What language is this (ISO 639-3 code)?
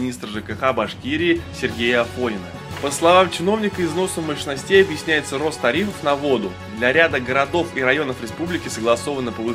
rus